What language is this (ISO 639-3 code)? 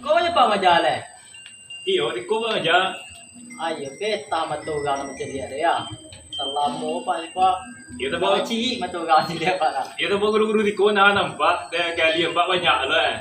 min